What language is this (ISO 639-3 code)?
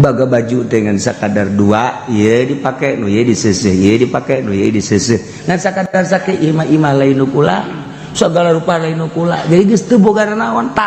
sun